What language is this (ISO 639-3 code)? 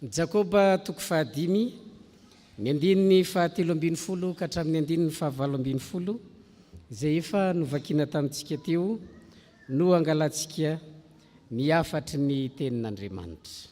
mlg